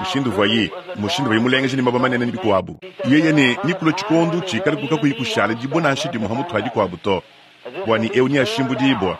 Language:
Luba-Lulua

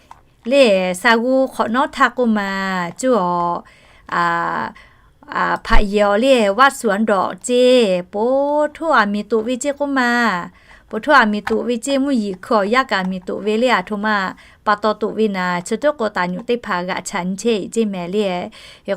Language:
Lahu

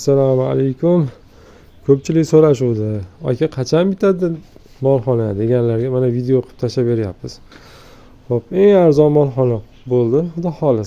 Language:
Uzbek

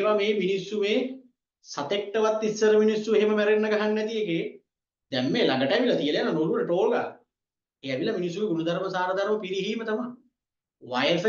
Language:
Sinhala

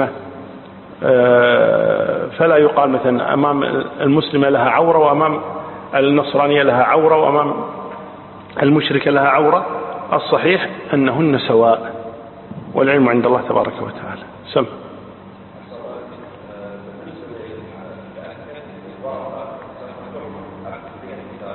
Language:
Arabic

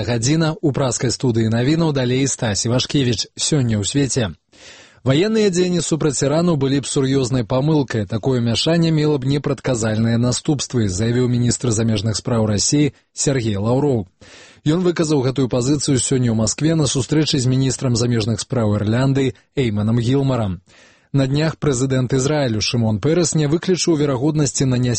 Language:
Belarusian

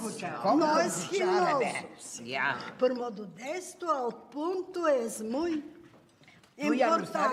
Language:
Ladino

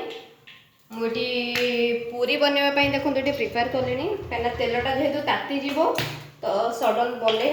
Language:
Odia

